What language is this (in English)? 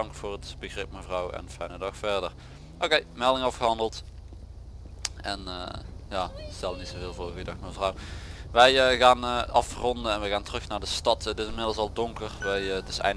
Dutch